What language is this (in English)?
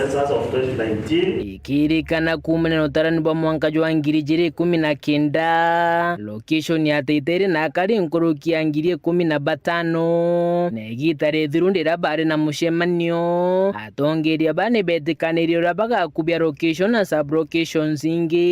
Meru